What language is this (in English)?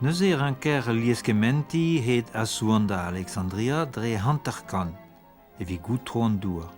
Breton